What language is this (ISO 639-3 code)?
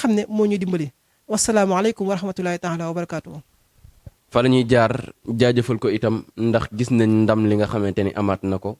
wol